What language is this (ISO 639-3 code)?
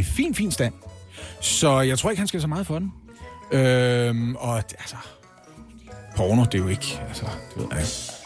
dan